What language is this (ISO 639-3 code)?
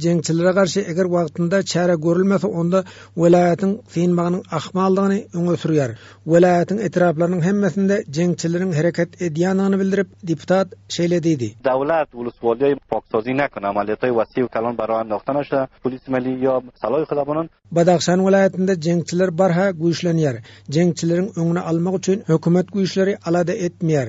tuk